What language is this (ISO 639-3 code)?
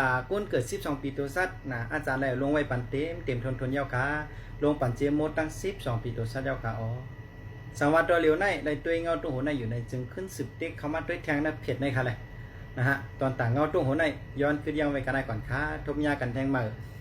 shn